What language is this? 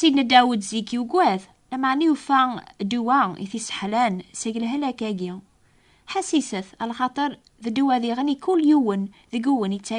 Kabyle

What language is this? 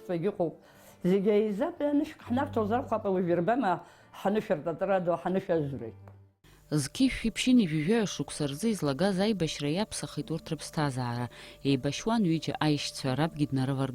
Abkhazian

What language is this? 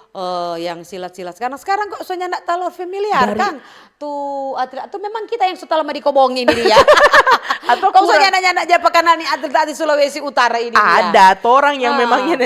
Manado Malay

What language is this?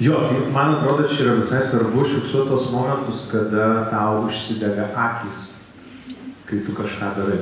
Lithuanian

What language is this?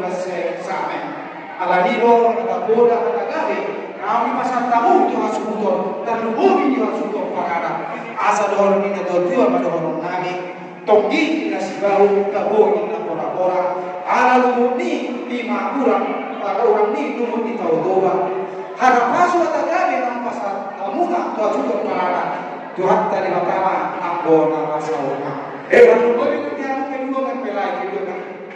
Batak Toba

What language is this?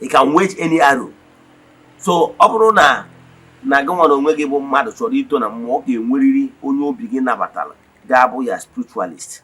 Igbo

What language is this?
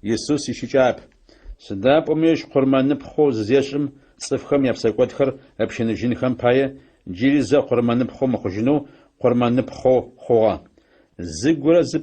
Adyghe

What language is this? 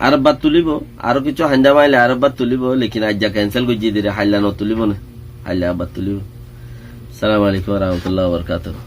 Rohingya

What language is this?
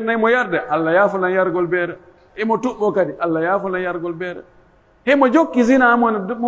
Pular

